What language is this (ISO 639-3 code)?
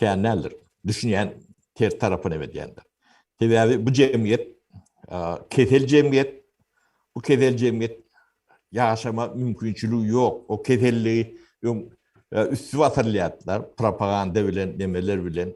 tuk